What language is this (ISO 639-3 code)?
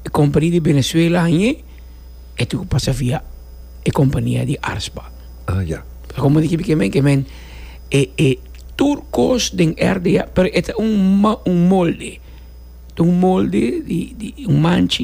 pap